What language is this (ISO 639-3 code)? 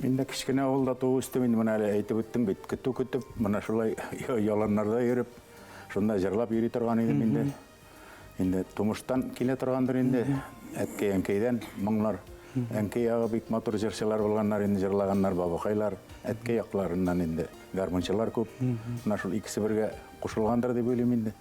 bak